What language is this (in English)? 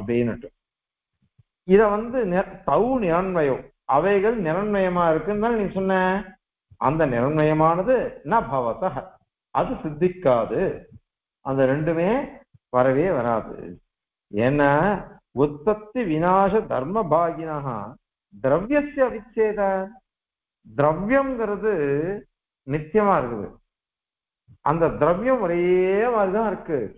Tamil